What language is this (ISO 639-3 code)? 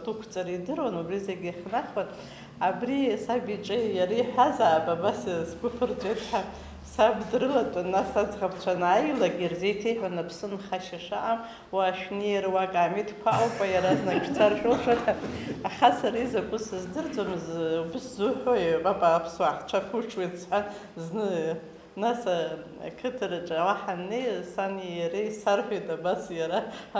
abk